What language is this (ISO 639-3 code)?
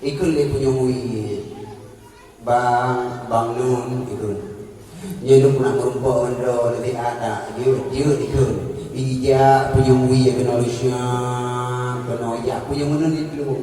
ace